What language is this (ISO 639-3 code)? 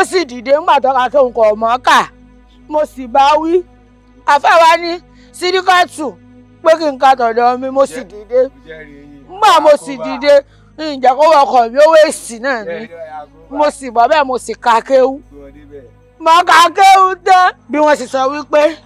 yor